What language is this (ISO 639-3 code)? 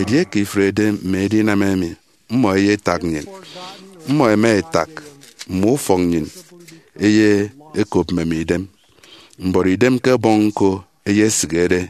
efi